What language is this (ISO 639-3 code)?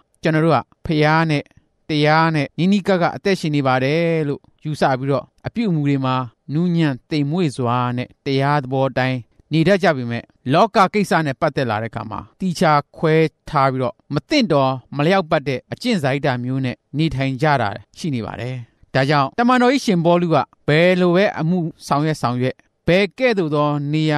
mya